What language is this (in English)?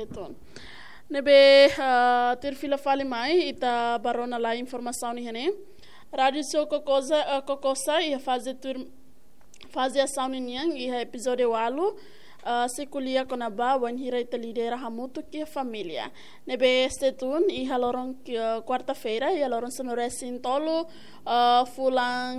Tetum